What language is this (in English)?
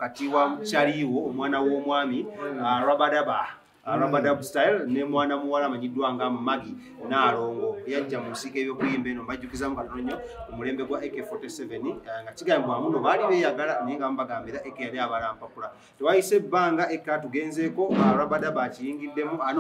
Ganda